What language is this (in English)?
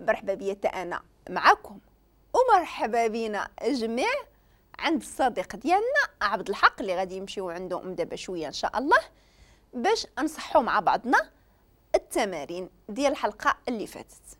Moroccan Arabic